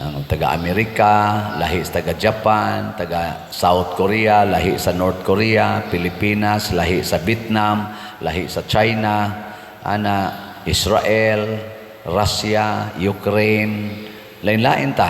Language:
Cebuano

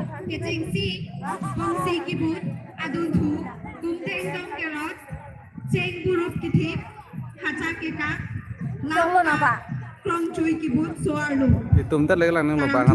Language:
Karbi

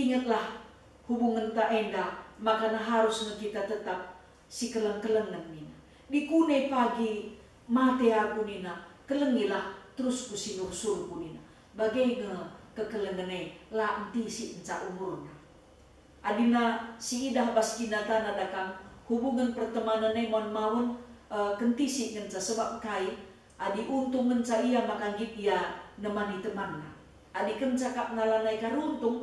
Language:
Batak Karo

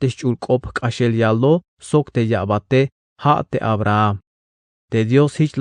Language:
Tzeltal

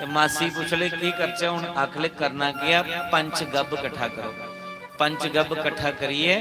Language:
Dogri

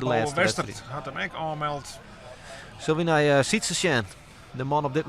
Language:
Western Frisian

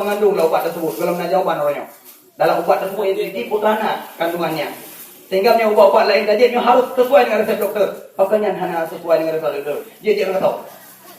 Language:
Achinese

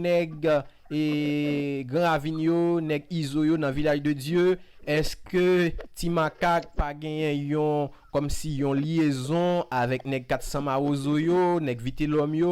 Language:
Haitian Creole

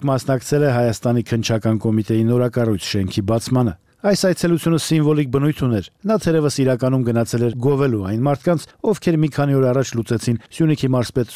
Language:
Armenian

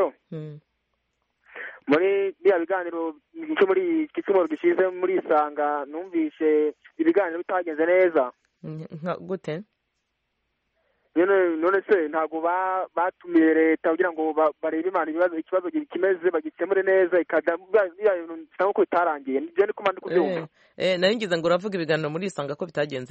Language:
Kinyarwanda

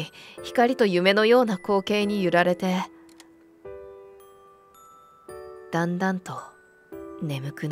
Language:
Japanese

